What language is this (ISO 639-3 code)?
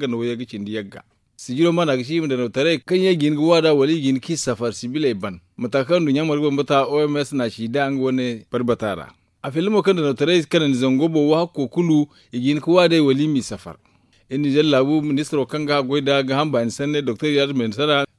dje